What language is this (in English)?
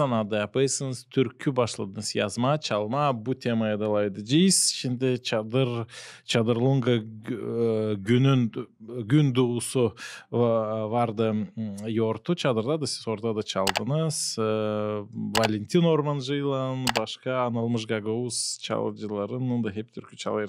Gagauz